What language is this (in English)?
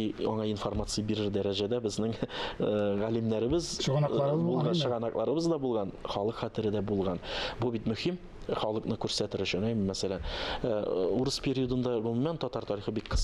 Tatar